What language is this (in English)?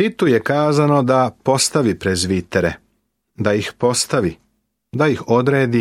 Serbian